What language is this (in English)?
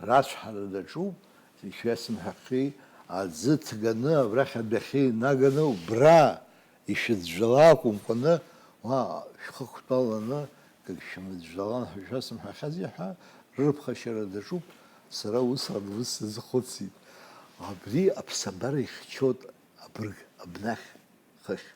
Abkhazian